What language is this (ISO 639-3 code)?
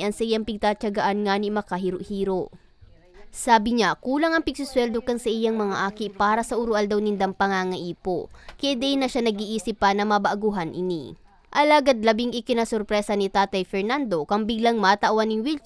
bik